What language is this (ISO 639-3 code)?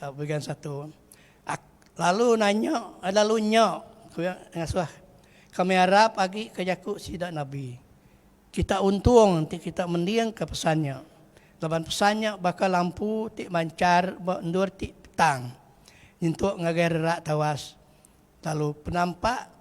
iba